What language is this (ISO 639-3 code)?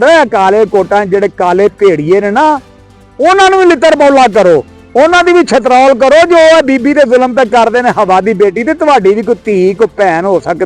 lah